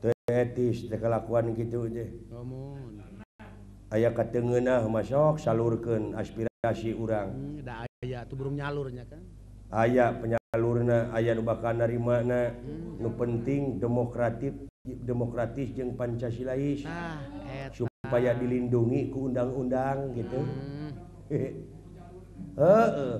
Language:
Sundanese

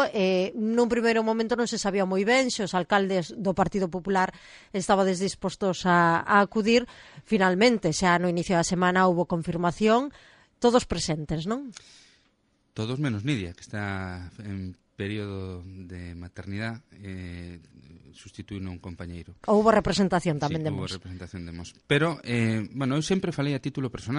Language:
Galician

